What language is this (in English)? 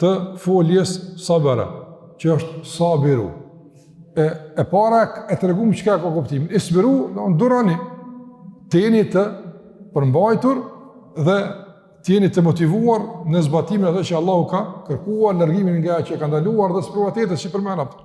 Albanian